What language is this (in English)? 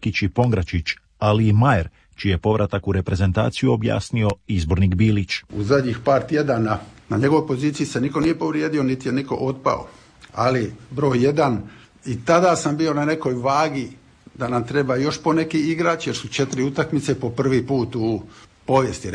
Croatian